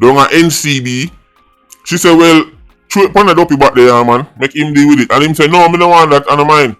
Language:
Jamaican Creole English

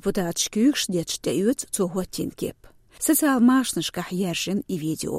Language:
Chechen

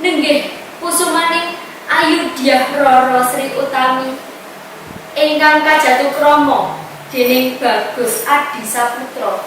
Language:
Javanese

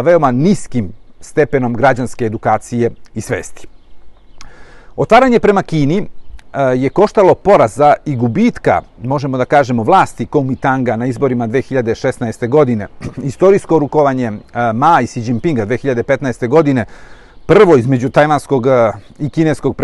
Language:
Serbian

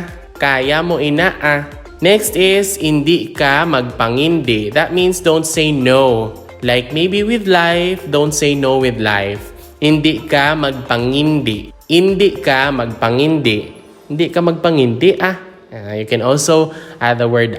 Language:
Hiligaynon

